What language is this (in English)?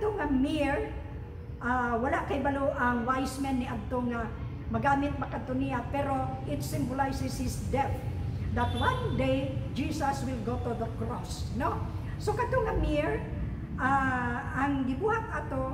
Cebuano